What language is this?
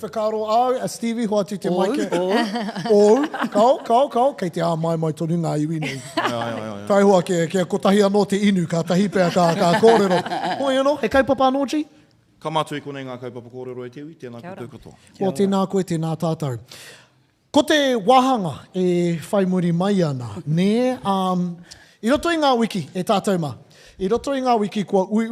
Māori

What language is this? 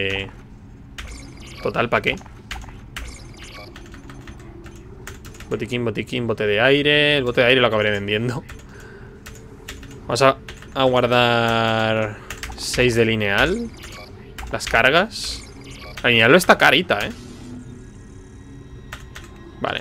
Spanish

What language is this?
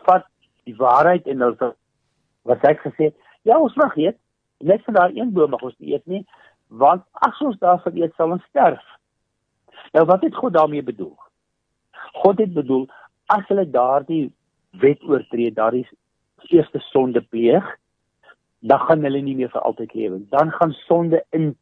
Afrikaans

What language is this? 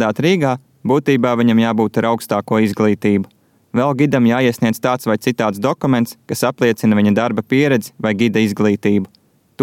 Latvian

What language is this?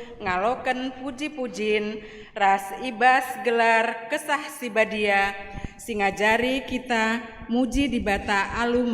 Batak Karo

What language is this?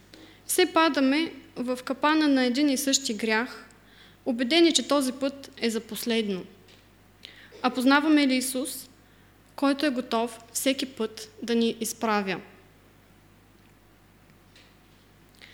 Bulgarian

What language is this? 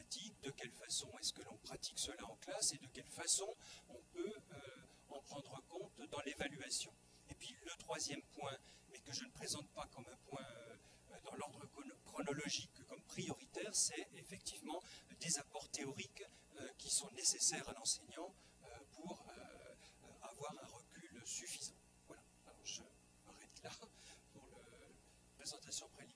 French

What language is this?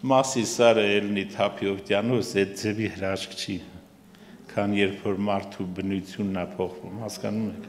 Armenian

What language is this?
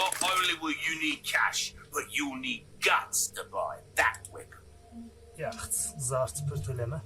South Azerbaijani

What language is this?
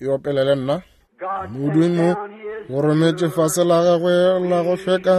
Northern Sotho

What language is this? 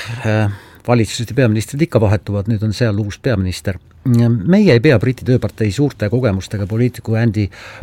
Estonian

